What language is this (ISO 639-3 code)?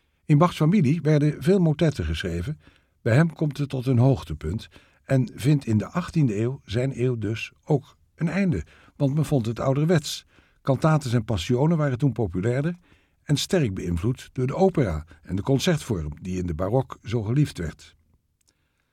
nld